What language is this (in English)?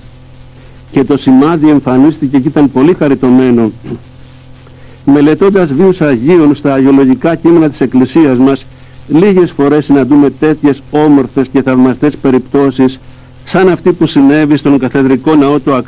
Greek